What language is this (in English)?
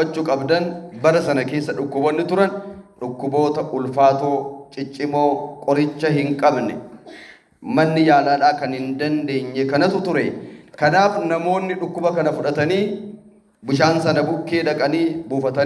Oromo